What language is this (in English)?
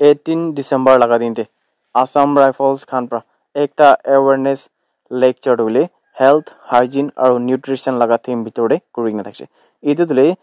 Naga Pidgin